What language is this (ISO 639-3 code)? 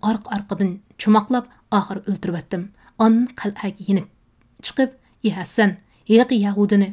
uig